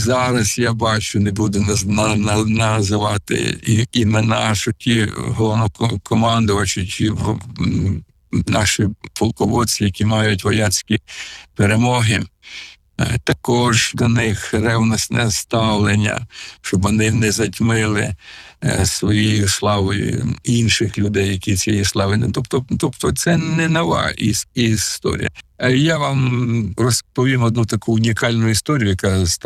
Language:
Ukrainian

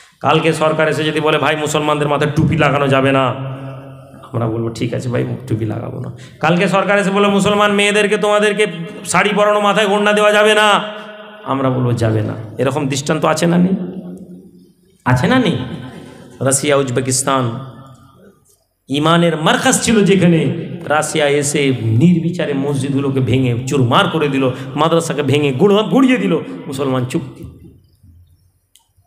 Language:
Bangla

